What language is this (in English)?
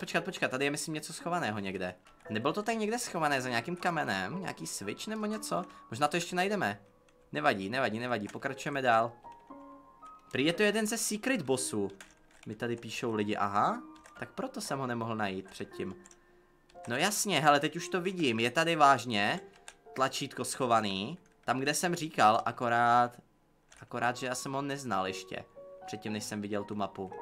Czech